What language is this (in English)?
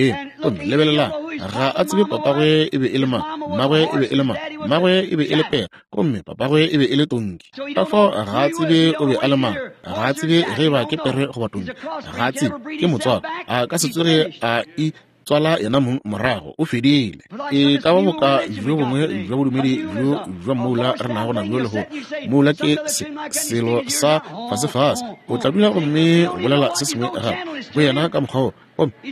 Northern Sotho